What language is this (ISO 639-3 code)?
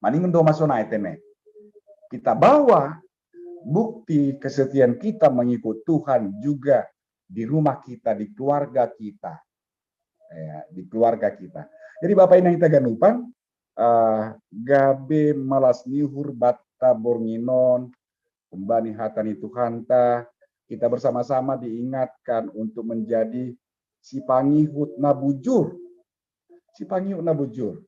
bts